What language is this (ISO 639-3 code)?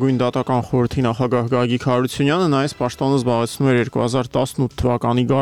hye